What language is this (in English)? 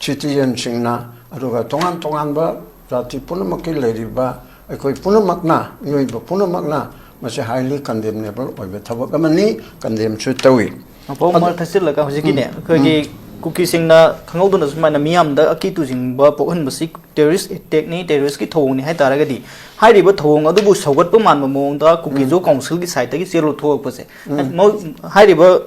Manipuri